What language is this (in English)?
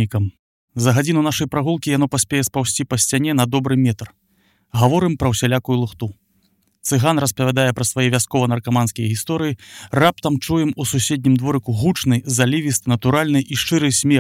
Belarusian